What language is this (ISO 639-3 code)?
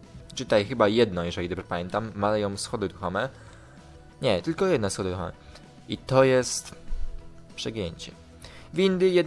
pol